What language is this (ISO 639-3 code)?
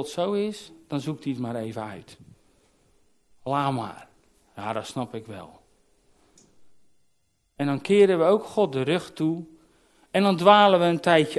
nld